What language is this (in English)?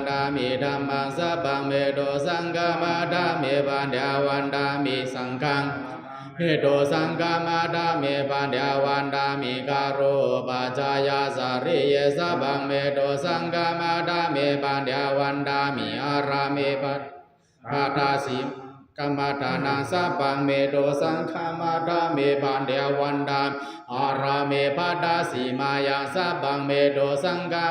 Pali